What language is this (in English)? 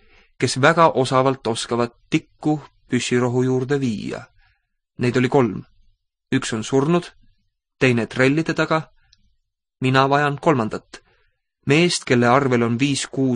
Estonian